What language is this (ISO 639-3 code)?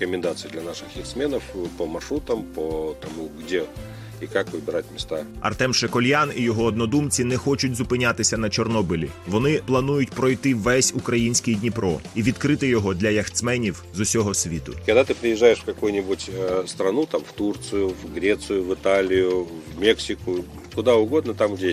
ukr